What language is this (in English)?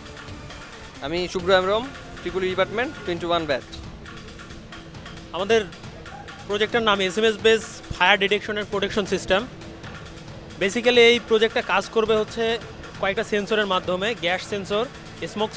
Bangla